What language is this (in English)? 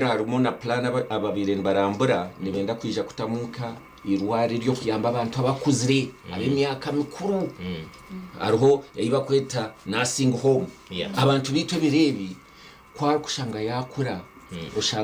Nyankole